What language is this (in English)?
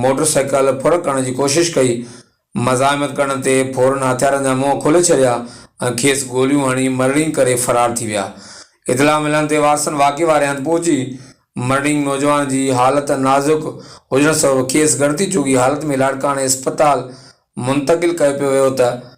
Sindhi